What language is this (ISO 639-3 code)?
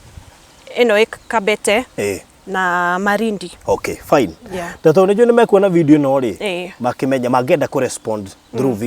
kik